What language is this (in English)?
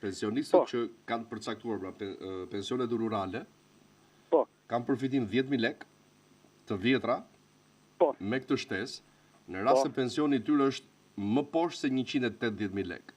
Albanian